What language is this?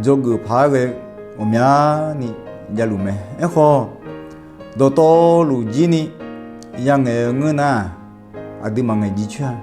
Akha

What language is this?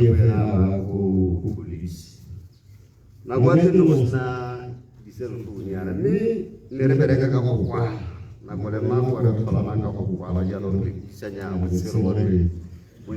Tswana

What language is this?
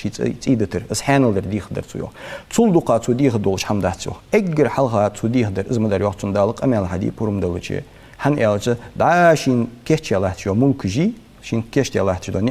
Ingush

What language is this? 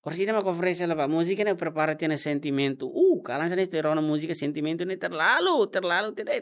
Tetum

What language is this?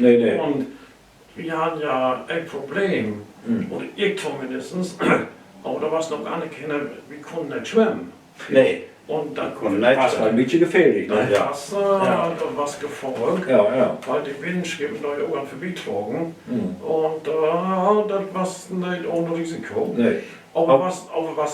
Low German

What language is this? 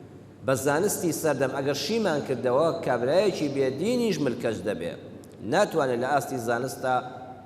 Central Kurdish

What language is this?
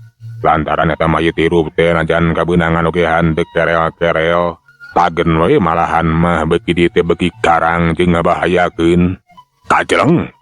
Sundanese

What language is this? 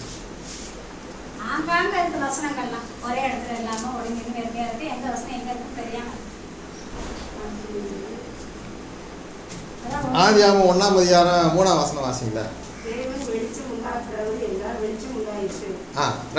Tamil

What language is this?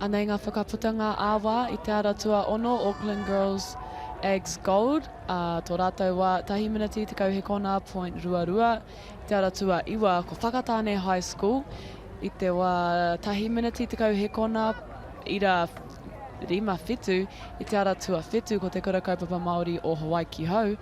Māori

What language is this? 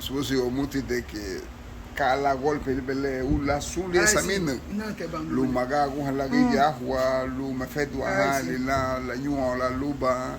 Garifuna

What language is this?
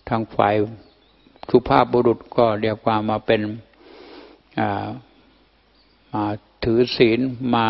Thai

